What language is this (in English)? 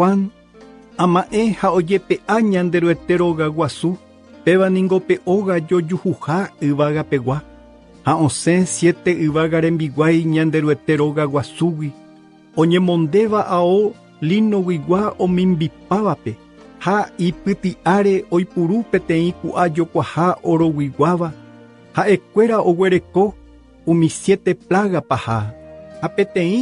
Guarani